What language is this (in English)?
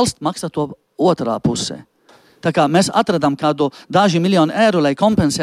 Latvian